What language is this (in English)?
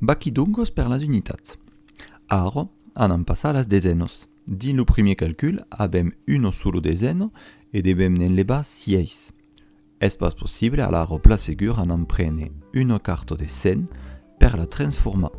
Occitan